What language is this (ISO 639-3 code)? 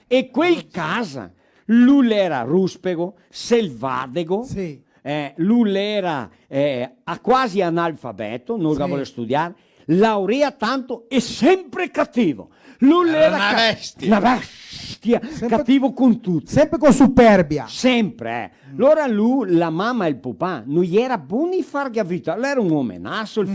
vec